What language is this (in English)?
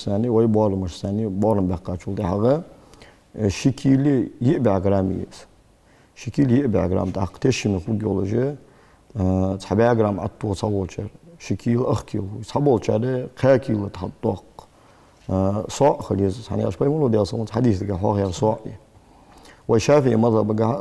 Ingush